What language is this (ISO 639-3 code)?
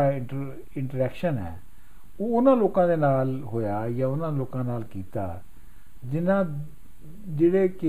pan